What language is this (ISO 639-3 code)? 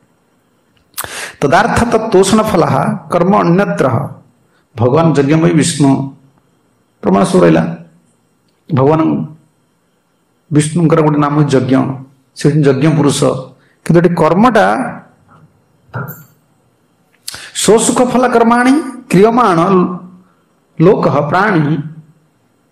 ori